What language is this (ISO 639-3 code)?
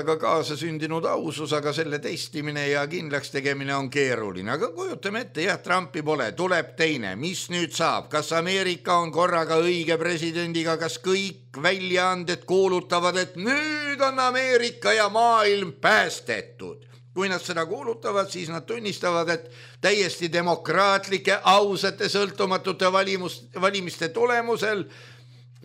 est